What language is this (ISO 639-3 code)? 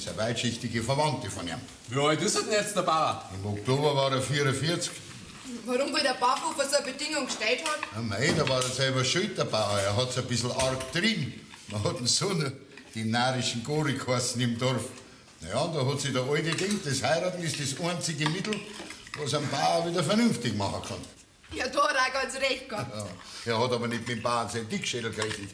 bar